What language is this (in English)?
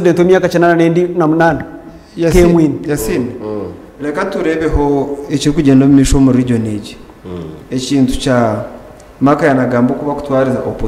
Nyankole